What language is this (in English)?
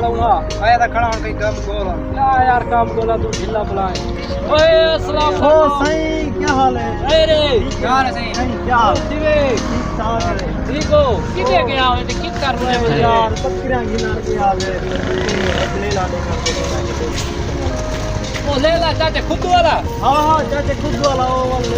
Saraiki